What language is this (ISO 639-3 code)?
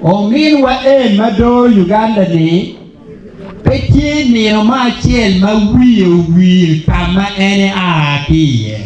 ach